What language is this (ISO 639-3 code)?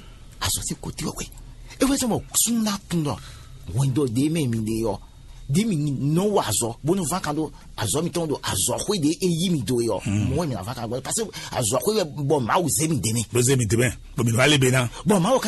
fon